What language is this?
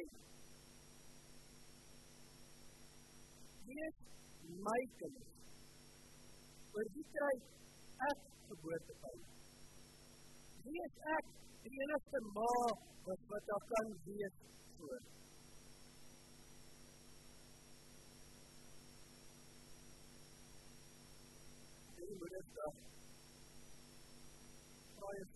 Afrikaans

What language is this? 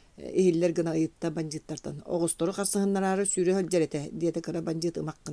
Yakut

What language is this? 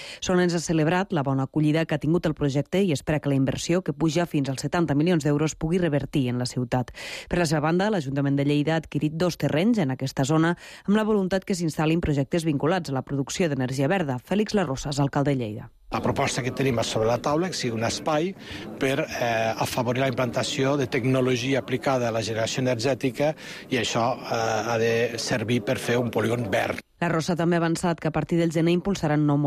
Catalan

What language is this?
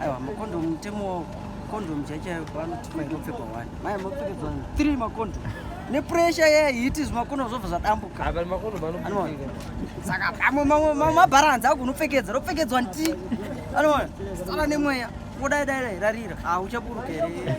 Shona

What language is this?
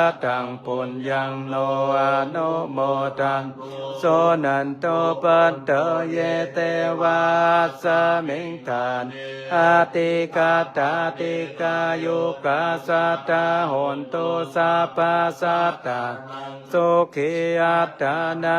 Pali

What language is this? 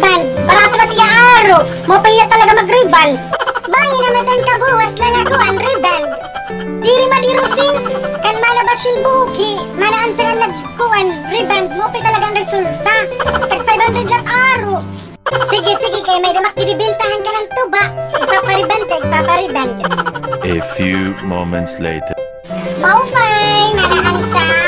Waray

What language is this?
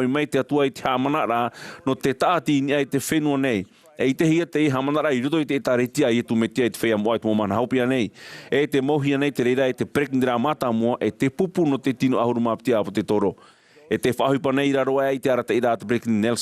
Tahitian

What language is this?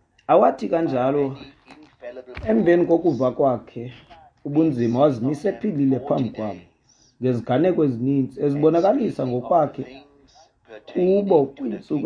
Xhosa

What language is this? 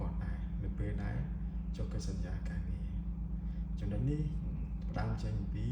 Khmer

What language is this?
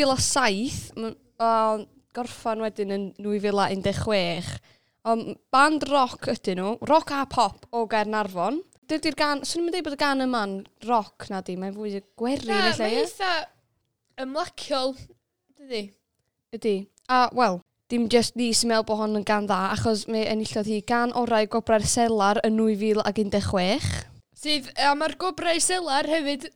Welsh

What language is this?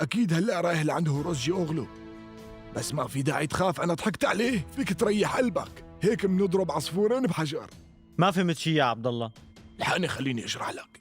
North Levantine Arabic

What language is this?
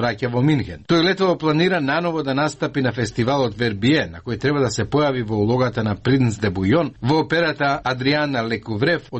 Macedonian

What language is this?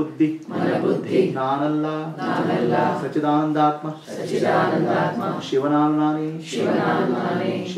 Kannada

